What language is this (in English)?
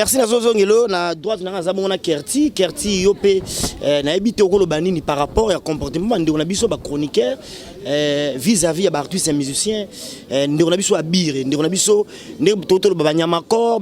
Lingala